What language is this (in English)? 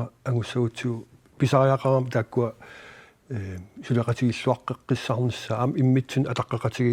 Kalaallisut